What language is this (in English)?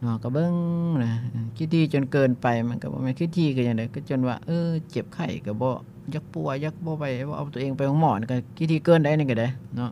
Lao